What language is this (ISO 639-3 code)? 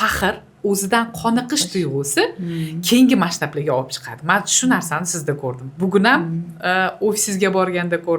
uzb